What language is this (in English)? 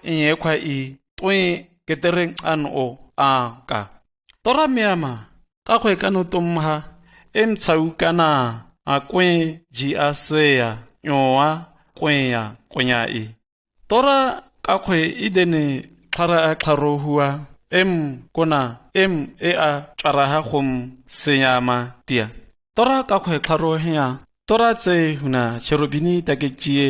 Shua